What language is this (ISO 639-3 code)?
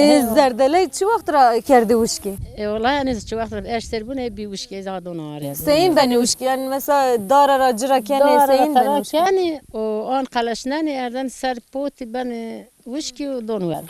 zza